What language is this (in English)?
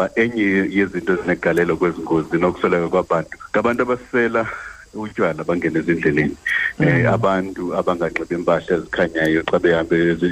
Xhosa